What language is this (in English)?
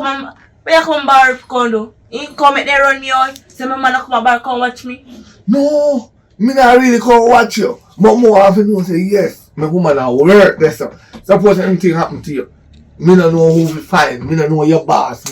Jamaican Creole English